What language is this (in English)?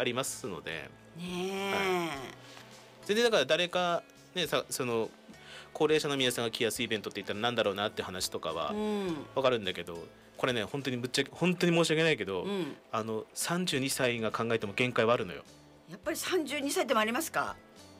Japanese